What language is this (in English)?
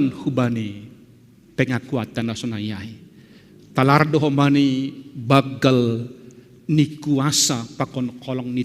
Batak Simalungun